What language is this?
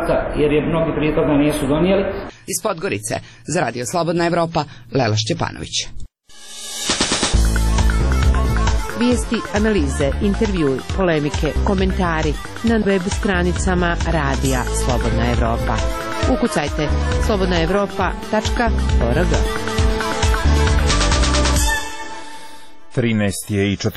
Serbian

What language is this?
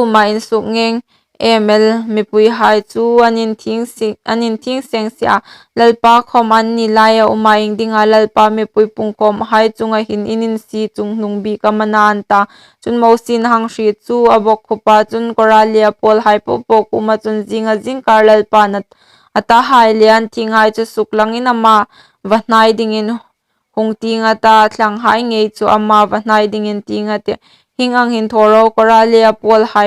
Hmar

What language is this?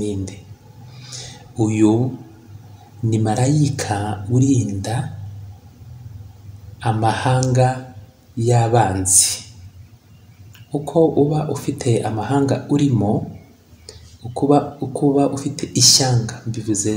Kinyarwanda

